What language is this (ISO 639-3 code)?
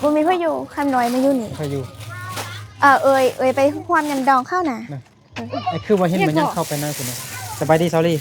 lao